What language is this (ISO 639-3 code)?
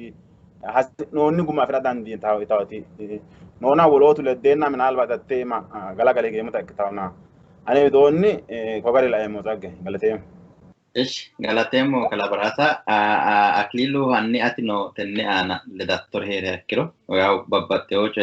sid